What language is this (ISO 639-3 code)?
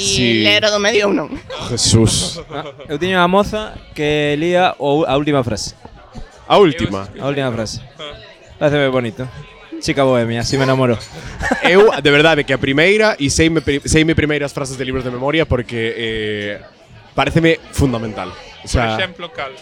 glg